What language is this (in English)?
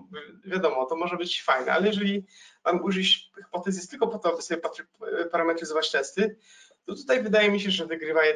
Polish